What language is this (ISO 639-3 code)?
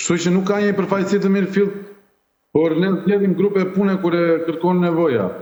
sqi